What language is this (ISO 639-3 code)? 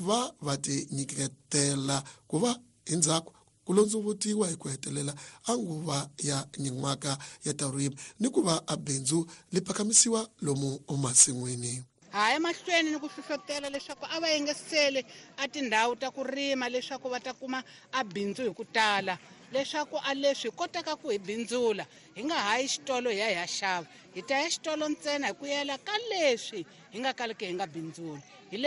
tso